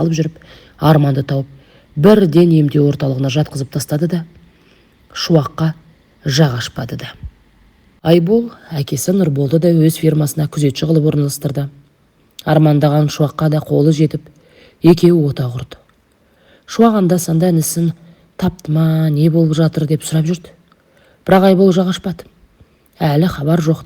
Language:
Kazakh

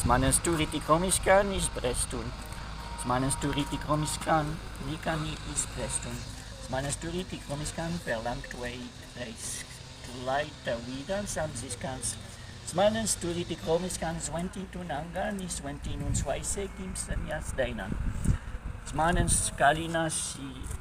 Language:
Prussian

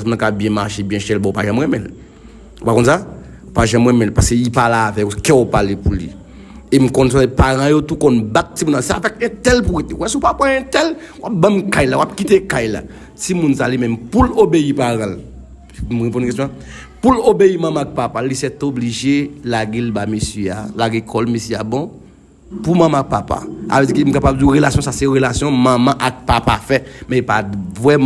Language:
Haitian Creole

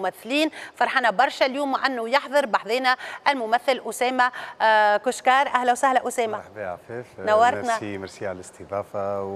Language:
Tunisian Arabic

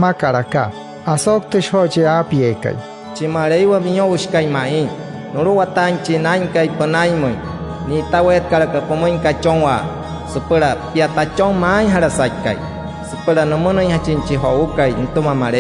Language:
Wayuu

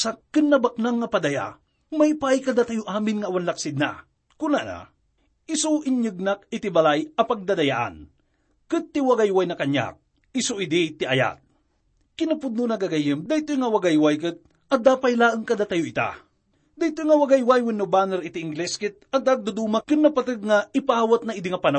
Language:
Iloko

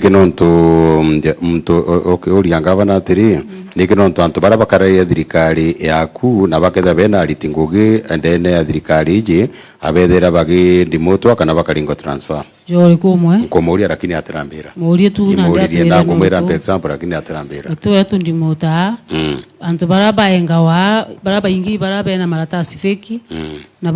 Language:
Meru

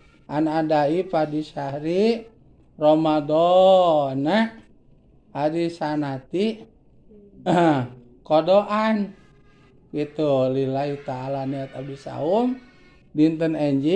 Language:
Sundanese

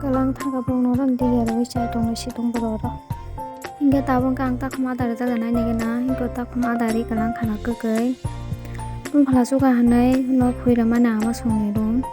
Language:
Kok Borok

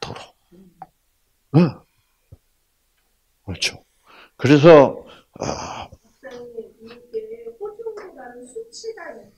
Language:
Korean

